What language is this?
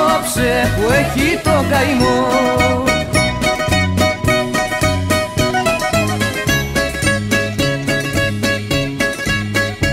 Greek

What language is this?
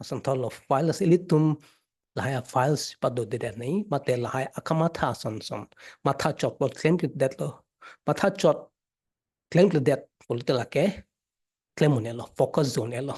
Karbi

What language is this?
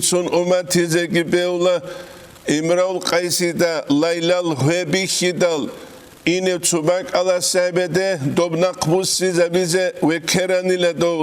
Avaric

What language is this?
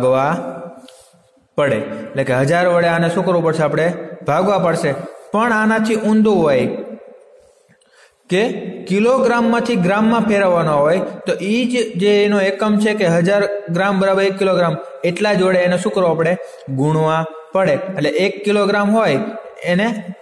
Gujarati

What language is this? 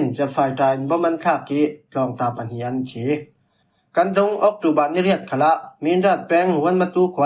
Falam Chin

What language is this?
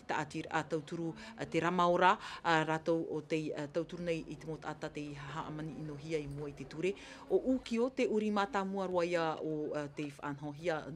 Tahitian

